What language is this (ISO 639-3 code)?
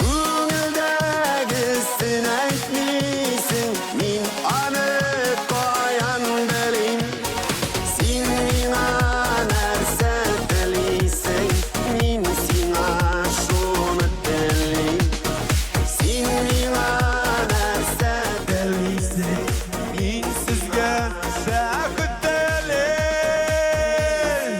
bak